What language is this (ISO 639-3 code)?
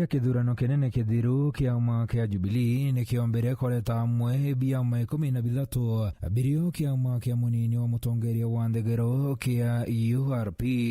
mer